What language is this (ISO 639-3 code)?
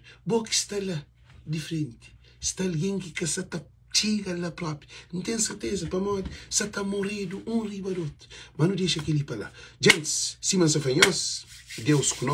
kea